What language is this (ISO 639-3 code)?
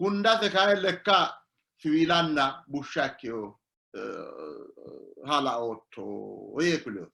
sid